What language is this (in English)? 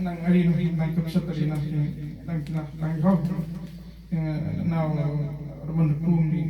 Central Mnong